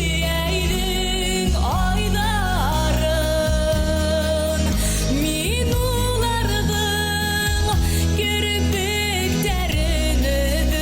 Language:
Bashkir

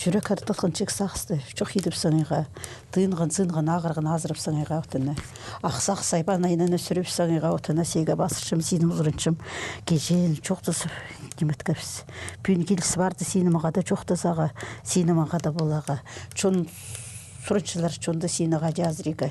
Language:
Khakas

